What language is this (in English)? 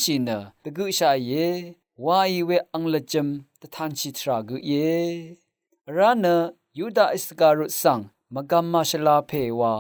Rawang